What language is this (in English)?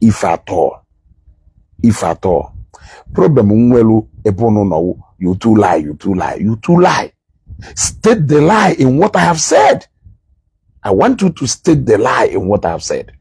Igbo